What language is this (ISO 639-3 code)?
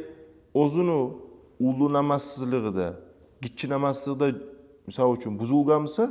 kum